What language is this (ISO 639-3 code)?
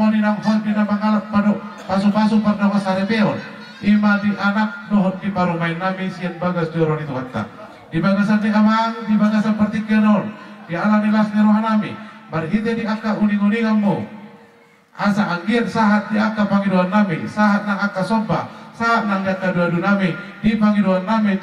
bbc